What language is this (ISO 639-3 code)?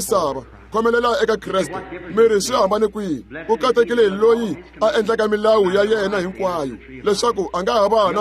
tso